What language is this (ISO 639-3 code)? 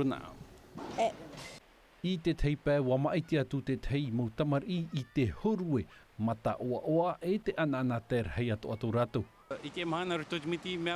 tah